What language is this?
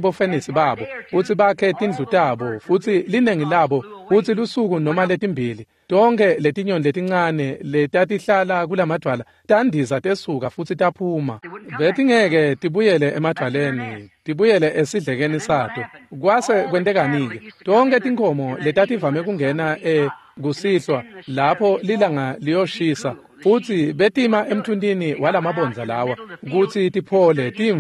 Swati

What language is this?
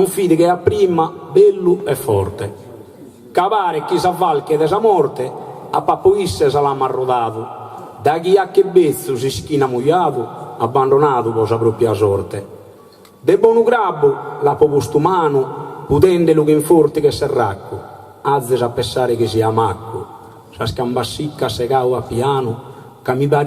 Sardinian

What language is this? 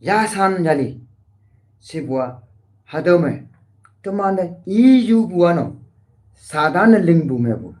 Konyak Naga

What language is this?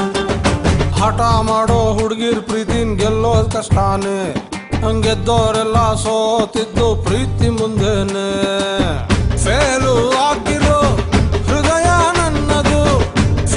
Kannada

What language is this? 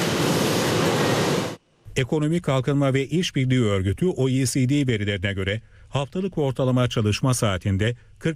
Turkish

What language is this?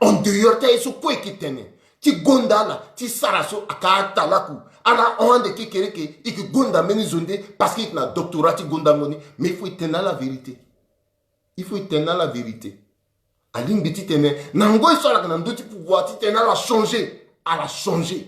Sango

